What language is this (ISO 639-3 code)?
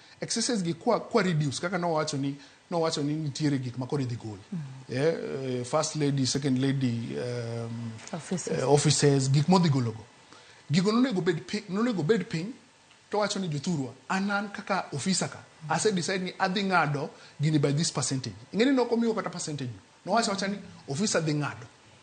luo